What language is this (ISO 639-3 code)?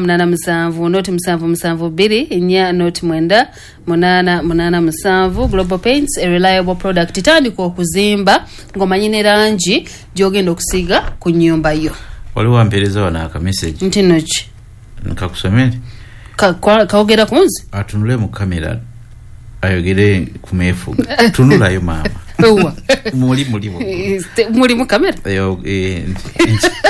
lug